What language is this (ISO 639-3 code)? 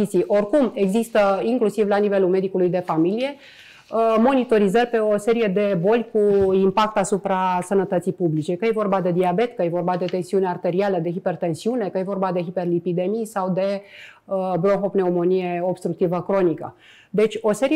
ron